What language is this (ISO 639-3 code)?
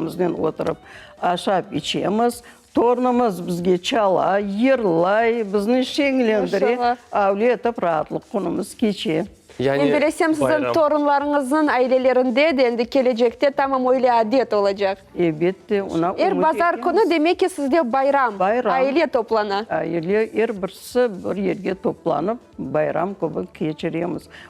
crh